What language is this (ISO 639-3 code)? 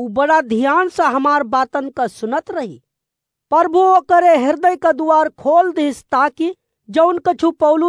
awa